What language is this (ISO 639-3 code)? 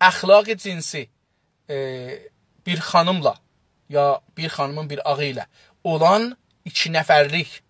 azb